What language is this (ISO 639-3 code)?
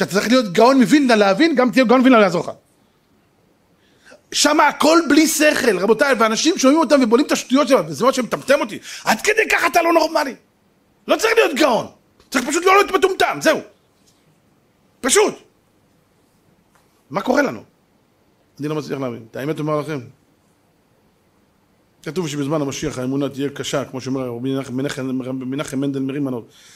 heb